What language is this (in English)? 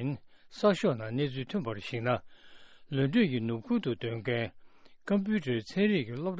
Tibetan